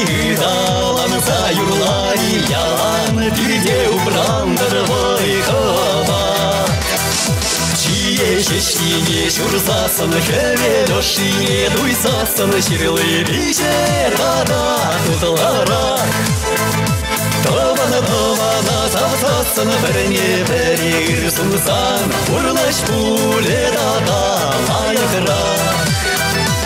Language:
Chuvash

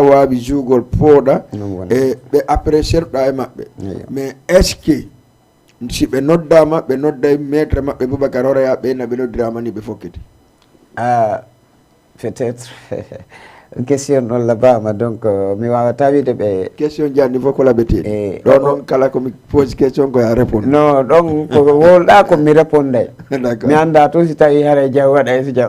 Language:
Fula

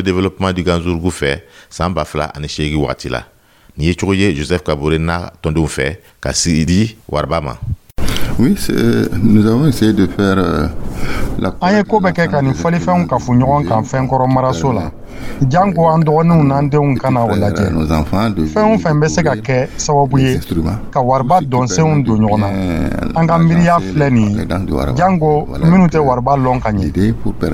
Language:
Dyula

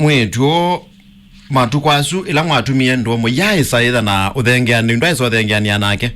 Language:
Kamba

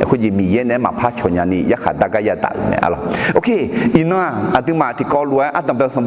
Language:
Akha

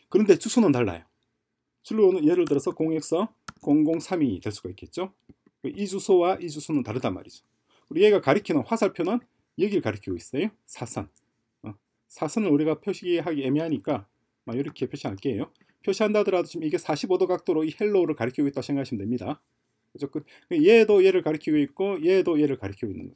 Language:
Korean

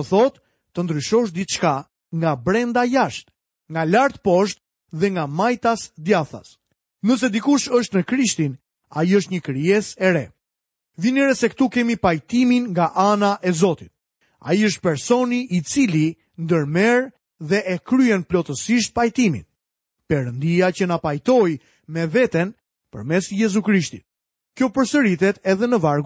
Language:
Albanian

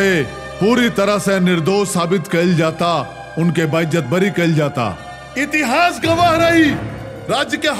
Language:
Bhojpuri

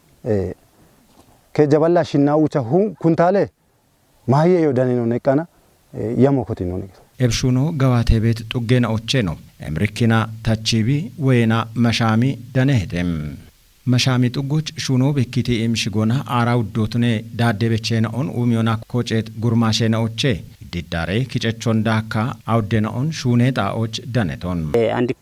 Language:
Kafa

